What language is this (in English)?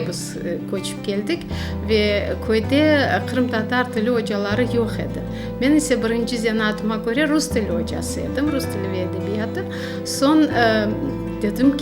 Crimean Tatar